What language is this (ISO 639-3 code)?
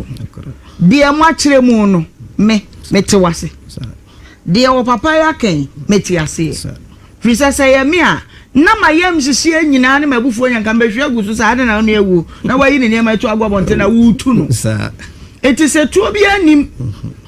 aka